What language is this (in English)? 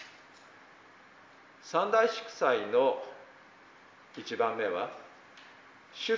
Japanese